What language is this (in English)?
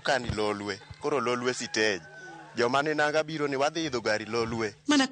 Luo (Kenya and Tanzania)